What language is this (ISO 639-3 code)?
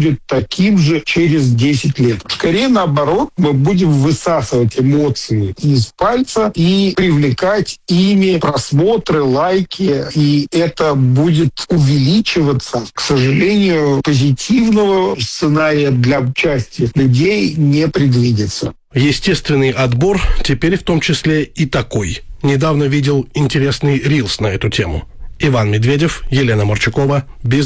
rus